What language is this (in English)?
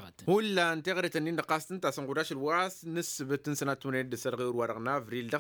Tamasheq